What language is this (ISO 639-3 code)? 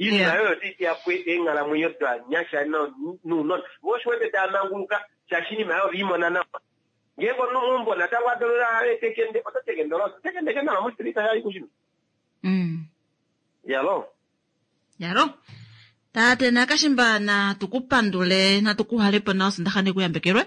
kua